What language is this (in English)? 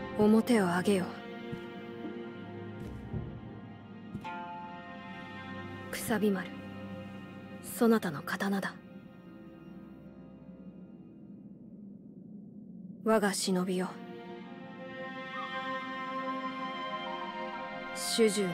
Japanese